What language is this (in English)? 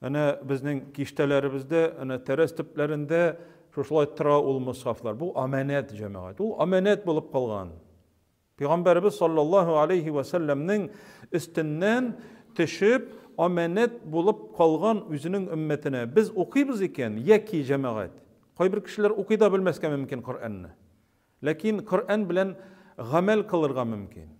Tatar